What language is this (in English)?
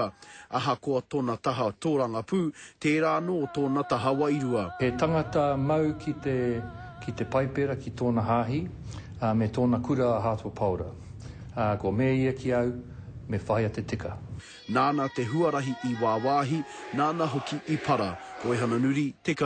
Māori